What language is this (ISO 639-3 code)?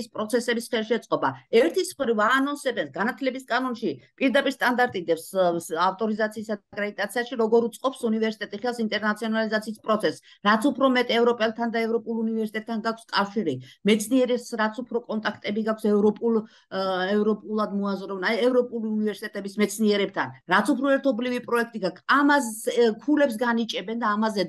kat